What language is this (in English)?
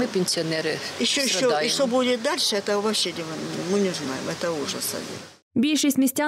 Ukrainian